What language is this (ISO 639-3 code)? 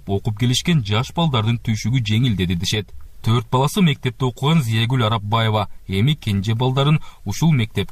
kir